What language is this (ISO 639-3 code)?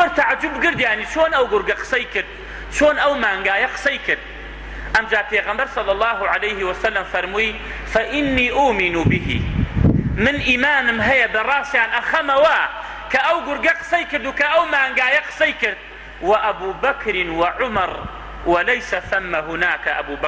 ckb